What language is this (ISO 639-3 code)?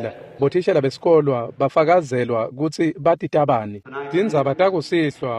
ssw